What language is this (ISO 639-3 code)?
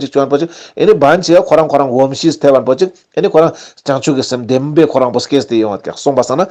lbj